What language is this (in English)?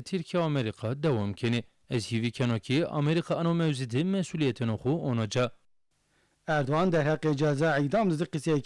Zaza